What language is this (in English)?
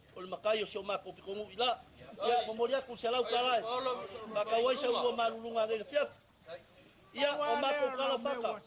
Samoan